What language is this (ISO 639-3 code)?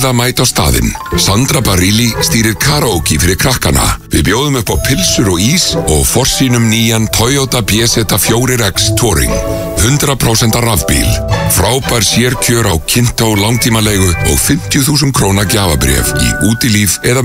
isl